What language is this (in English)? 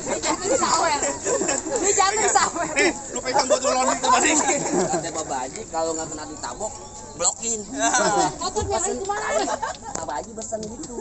Betawi